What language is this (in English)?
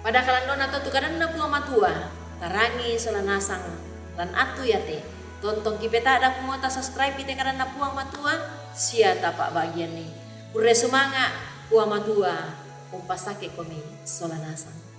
Toraja-Sa'dan